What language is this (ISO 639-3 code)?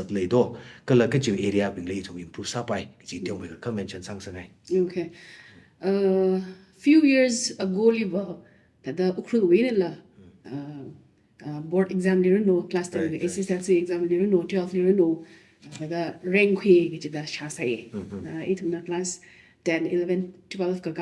nmf